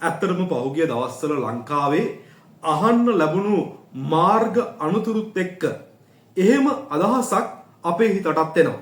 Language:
Sinhala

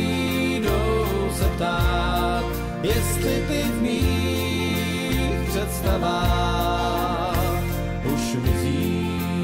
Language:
Czech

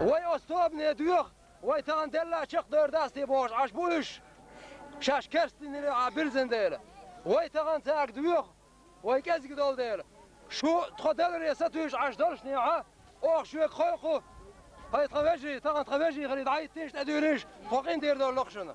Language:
Chechen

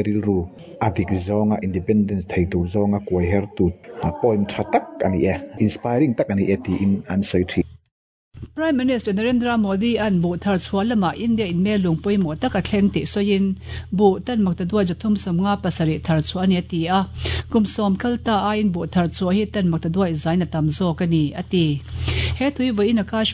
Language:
Mizo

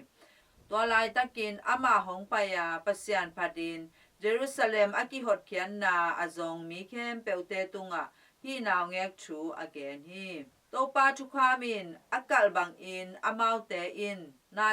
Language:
Tedim Chin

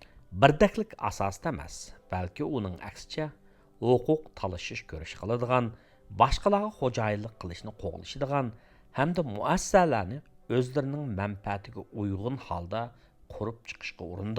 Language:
Uyghur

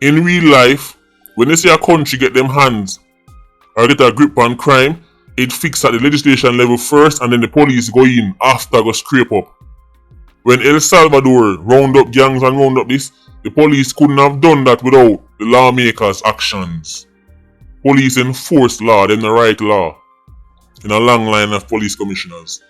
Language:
Jamaican Creole English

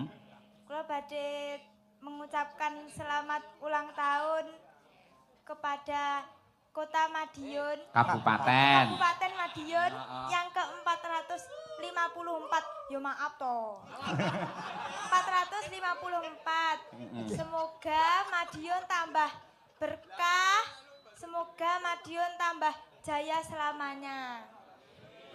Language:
Javanese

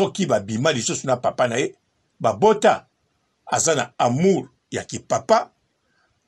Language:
Lingala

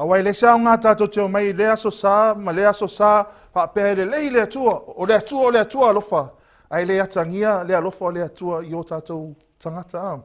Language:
Samoan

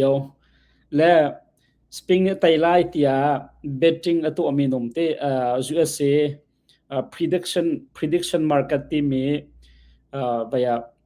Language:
Hakha Chin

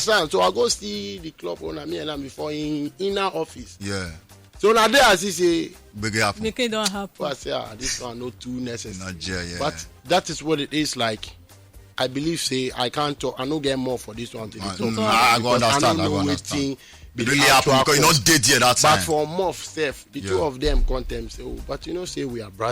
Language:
Nigerian Pidgin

